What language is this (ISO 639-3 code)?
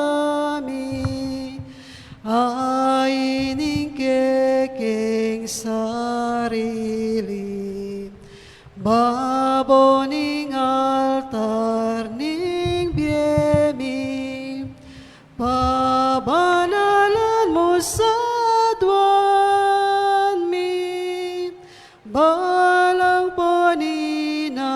pam